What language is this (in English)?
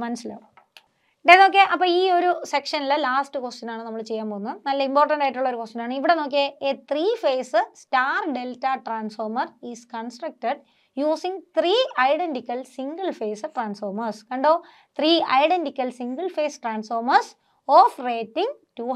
Malayalam